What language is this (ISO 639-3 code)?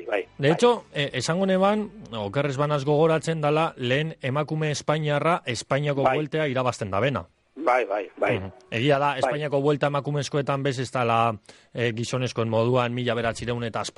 eus